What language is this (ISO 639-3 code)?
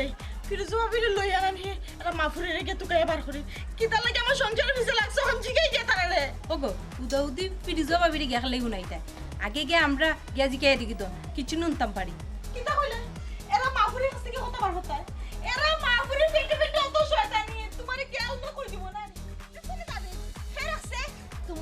syl